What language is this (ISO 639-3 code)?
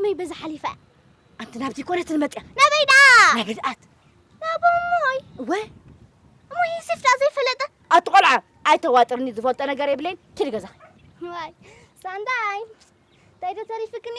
tir